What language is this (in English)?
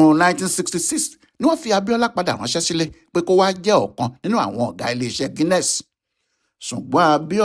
Yoruba